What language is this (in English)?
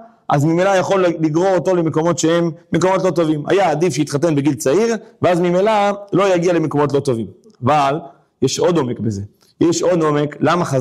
Hebrew